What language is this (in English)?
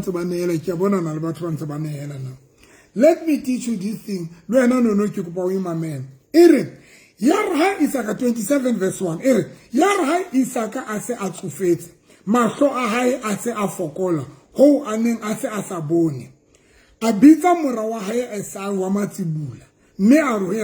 Southern Sotho